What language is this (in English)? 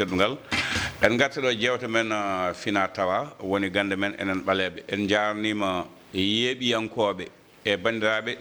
Fula